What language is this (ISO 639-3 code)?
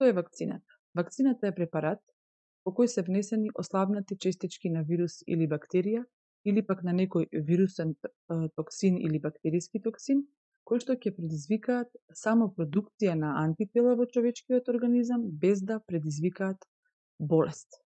mkd